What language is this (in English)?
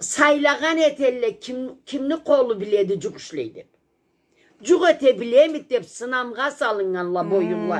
Karachay-Balkar